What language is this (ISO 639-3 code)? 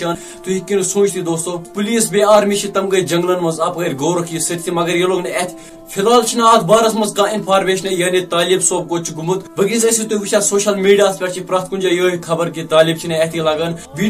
kas